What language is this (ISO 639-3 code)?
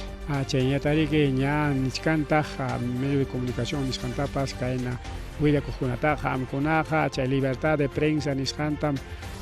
quy